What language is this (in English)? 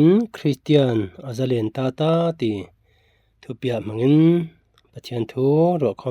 Falam Chin